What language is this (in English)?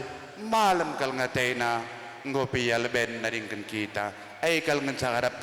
Batak Karo